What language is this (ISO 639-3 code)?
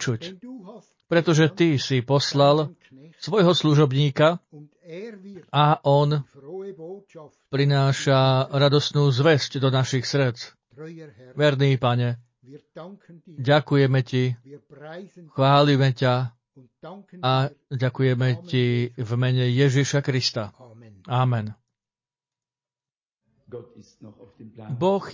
slk